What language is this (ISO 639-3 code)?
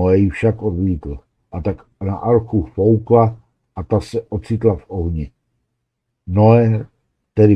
ces